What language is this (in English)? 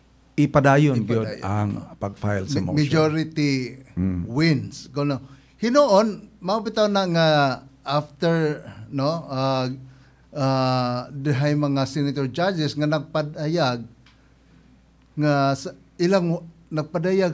Cebuano